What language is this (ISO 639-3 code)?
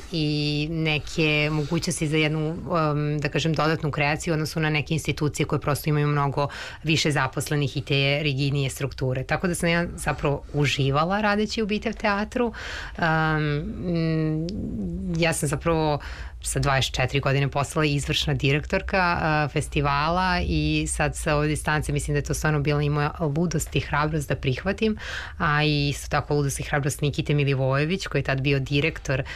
srp